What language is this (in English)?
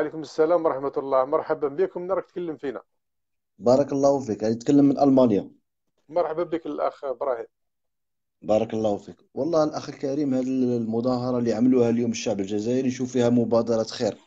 Algerian Arabic